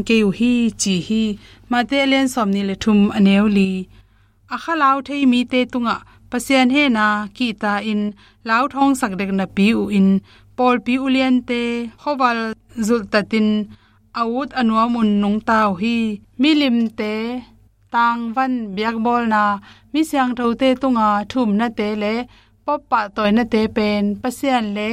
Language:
Tedim Chin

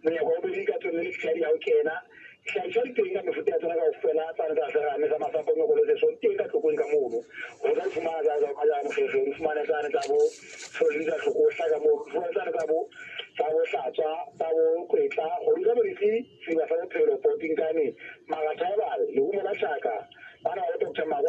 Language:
Southern Sotho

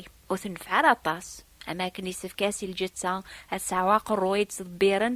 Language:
Kabyle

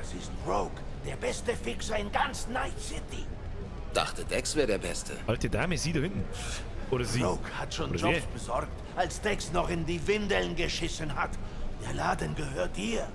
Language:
Bavarian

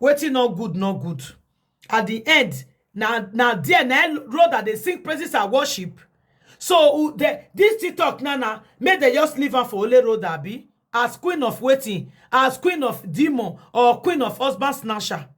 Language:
Nigerian Pidgin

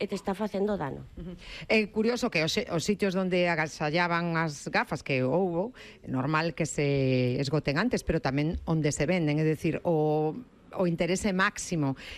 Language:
Galician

